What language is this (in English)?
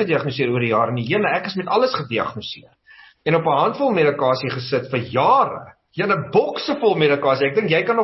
Afrikaans